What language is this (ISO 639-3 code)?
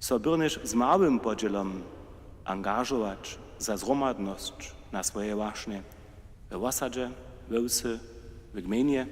hsb